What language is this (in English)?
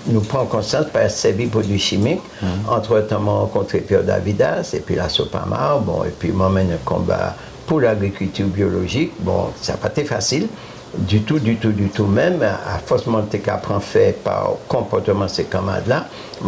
Guadeloupean Creole French